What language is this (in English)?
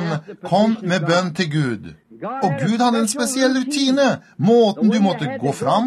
Norwegian